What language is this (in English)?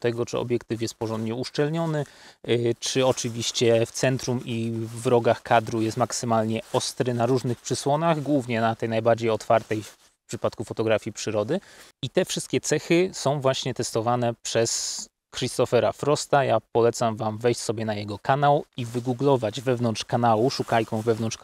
Polish